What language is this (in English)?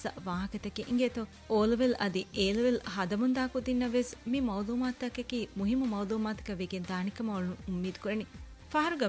Divehi